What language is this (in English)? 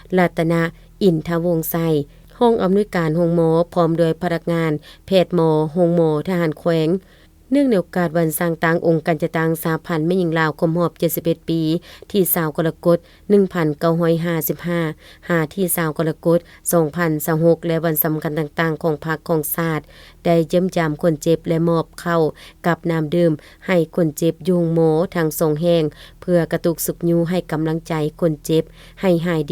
Lao